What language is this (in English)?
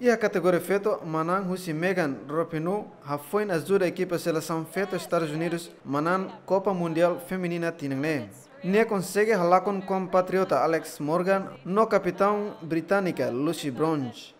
Tetum